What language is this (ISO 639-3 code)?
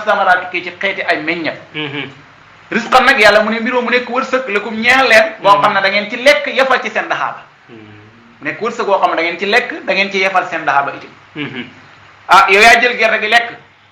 wol